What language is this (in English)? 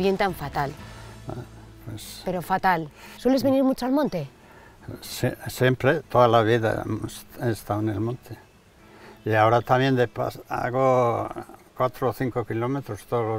Spanish